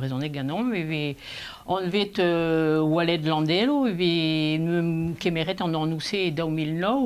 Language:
Breton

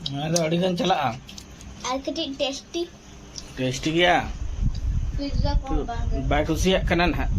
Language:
Santali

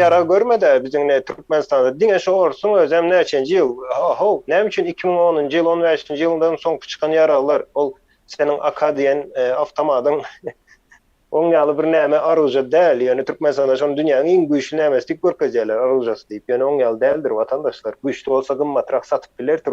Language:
Turkmen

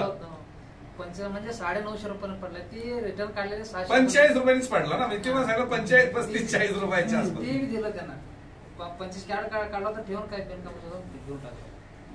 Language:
Marathi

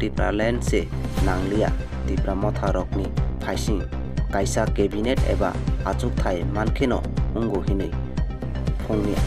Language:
Kok Borok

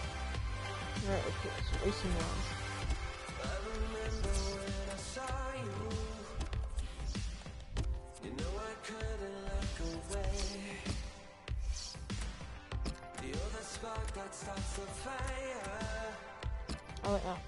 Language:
English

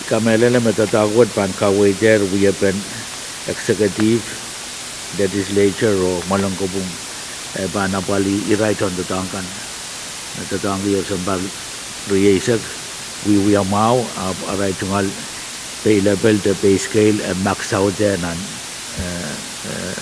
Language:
Pohnpeian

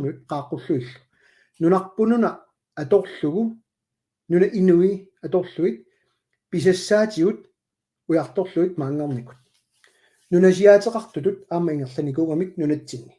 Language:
Kalaallisut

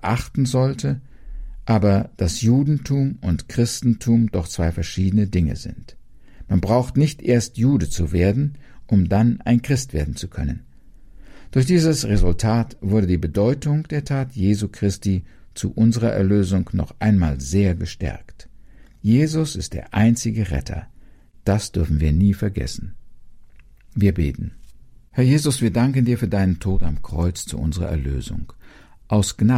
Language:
German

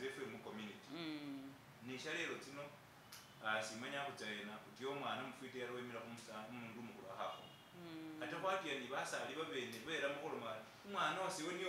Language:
Masaaba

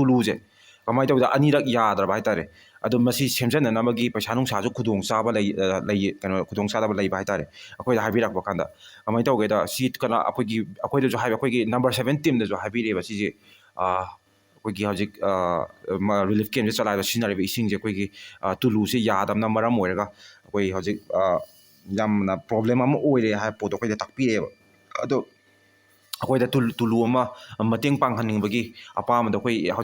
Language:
Manipuri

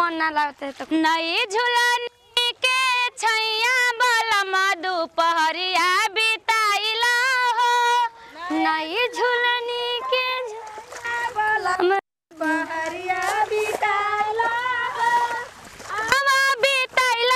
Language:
Bhojpuri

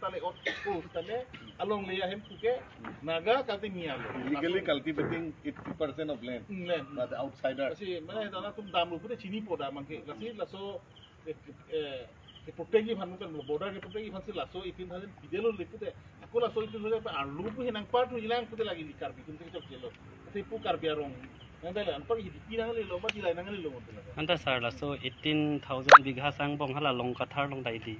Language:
Karbi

